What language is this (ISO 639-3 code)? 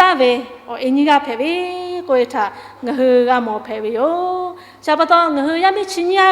lhu